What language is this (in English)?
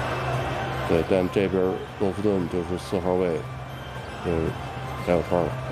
Chinese